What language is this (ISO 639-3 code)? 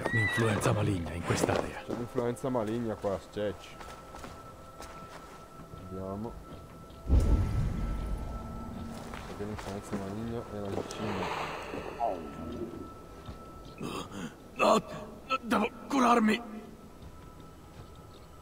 ita